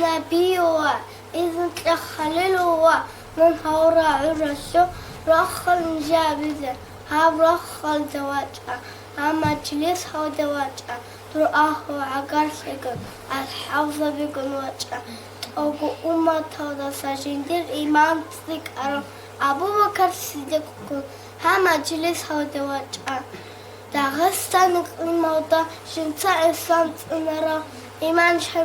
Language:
Avaric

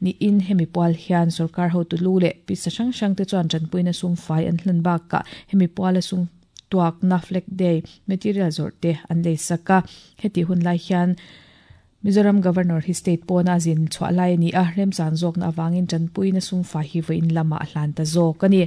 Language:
Mizo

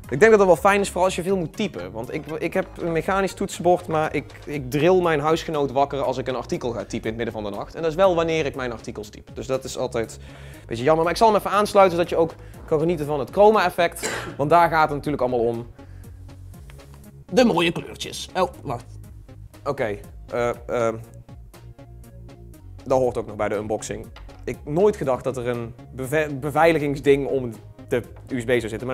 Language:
Dutch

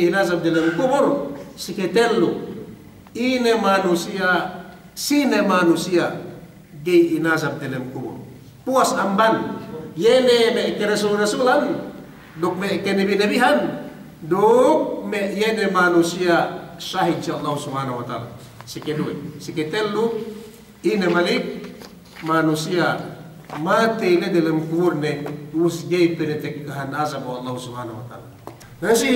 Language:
Yakan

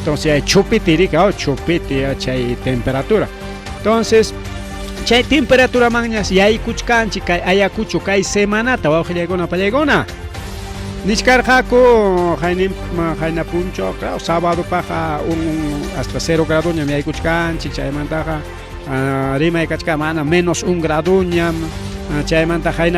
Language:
Ayacucho Quechua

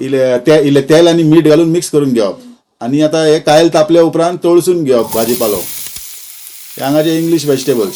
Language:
Konkani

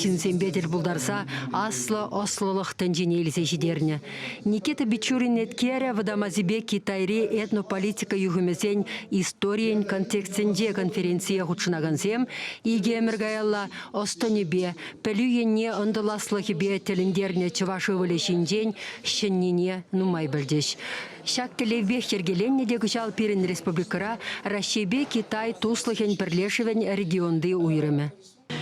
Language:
Chuvash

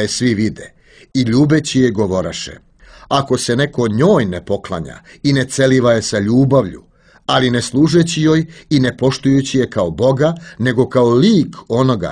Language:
Serbian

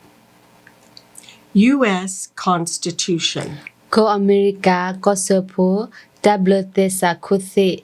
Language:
S'gaw Karen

